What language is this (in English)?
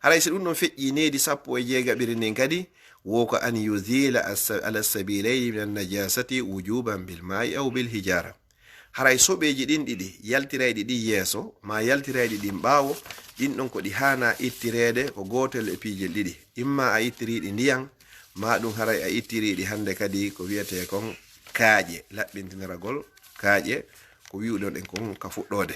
Fula